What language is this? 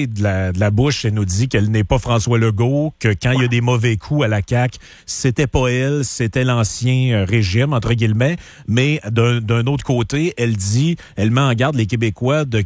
French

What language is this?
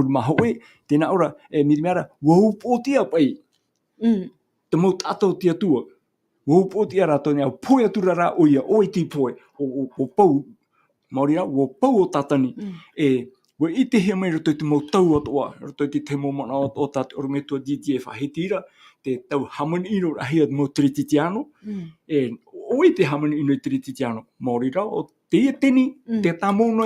Tahitian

